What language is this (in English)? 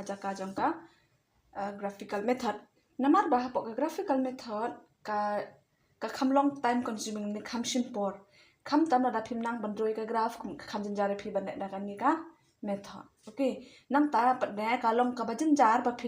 Khasi